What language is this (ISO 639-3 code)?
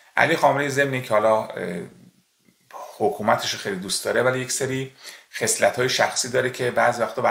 fas